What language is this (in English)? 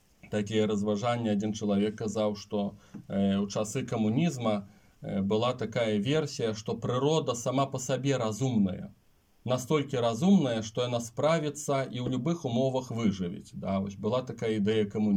Belarusian